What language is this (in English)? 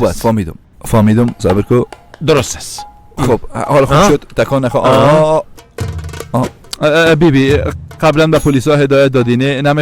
Persian